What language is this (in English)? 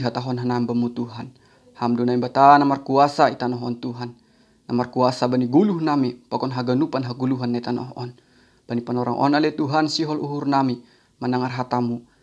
Batak Simalungun